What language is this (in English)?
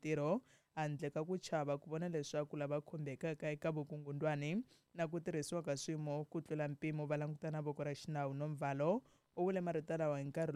Tsonga